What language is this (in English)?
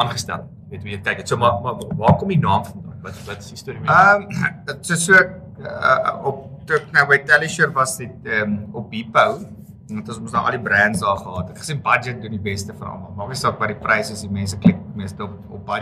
Afrikaans